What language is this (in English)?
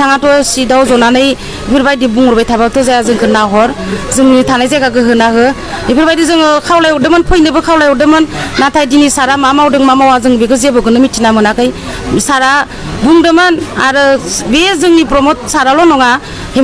Bodo